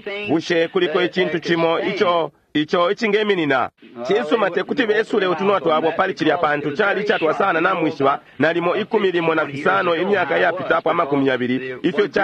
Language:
Bemba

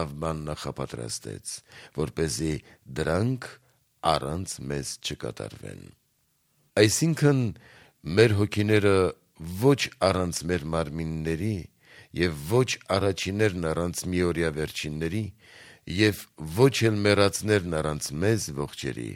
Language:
Armenian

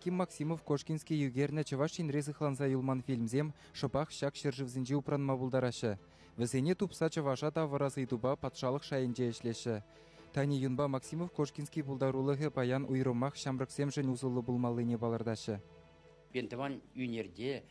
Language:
Chuvash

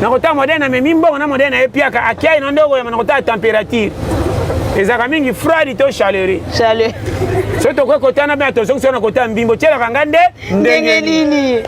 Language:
Lingala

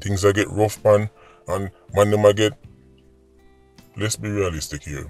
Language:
Jamaican Creole English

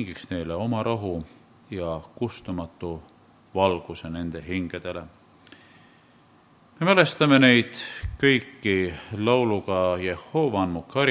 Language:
Estonian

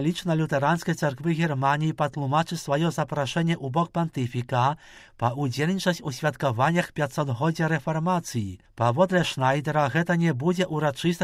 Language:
Belarusian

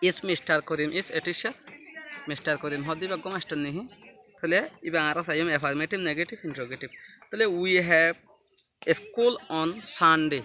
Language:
Rohingya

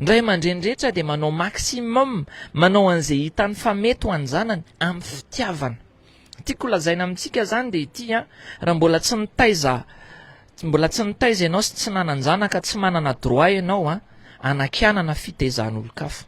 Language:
Malagasy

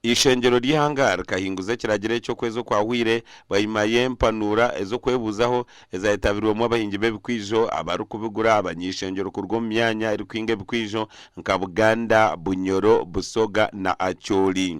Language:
Nyankole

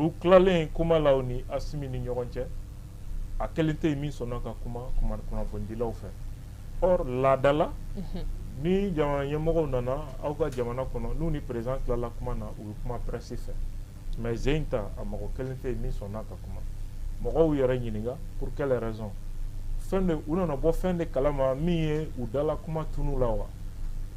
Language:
Bambara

